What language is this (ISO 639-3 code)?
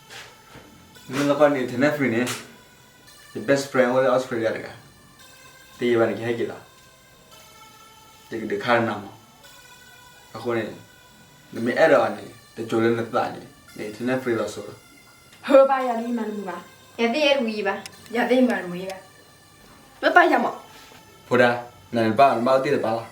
ksw